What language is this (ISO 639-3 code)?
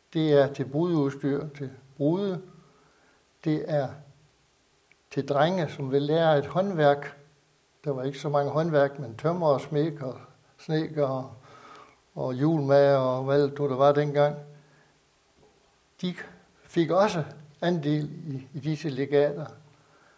dan